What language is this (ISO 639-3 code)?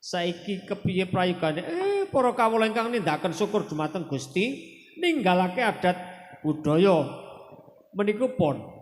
jav